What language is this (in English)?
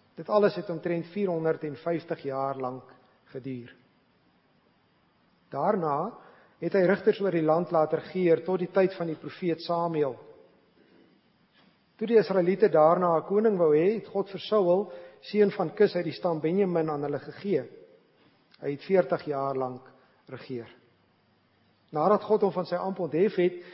Afrikaans